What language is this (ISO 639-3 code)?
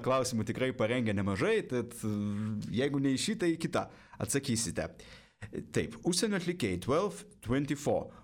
lit